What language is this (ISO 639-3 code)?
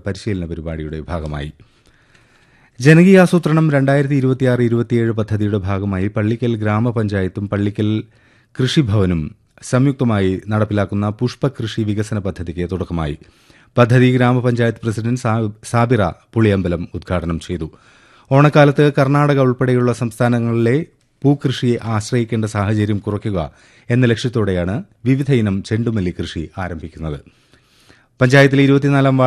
mal